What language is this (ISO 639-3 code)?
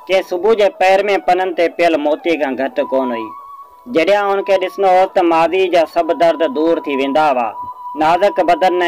snd